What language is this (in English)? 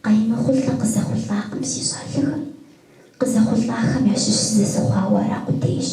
Kabardian